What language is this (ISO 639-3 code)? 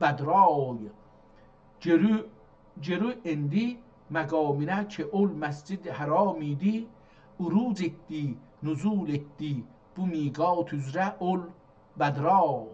azb